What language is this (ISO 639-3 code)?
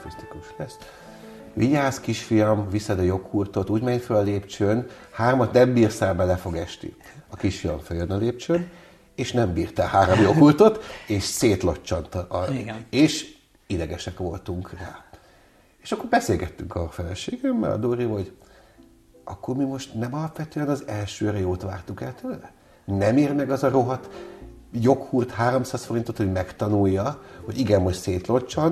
hun